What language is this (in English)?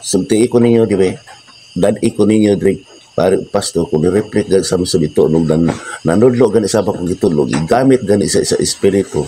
Cebuano